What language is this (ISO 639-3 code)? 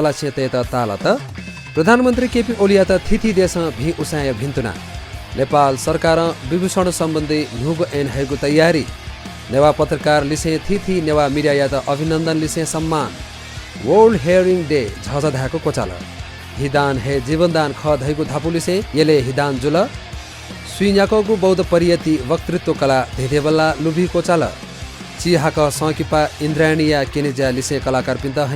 new